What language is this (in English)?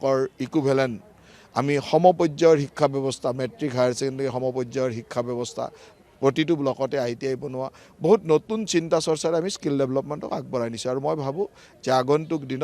Assamese